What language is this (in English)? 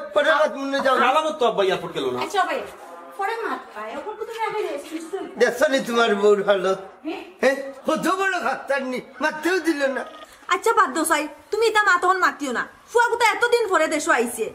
Sylheti